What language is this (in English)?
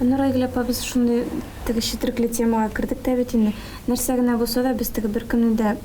Tatar